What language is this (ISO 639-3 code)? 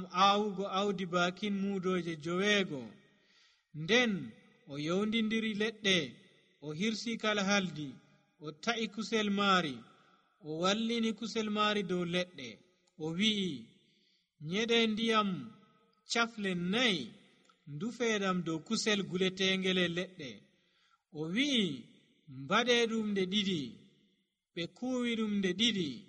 fuv